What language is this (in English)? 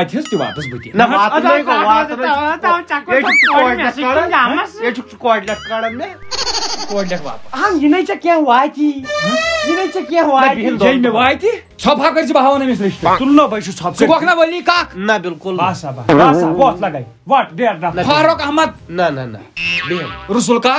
Kashmiri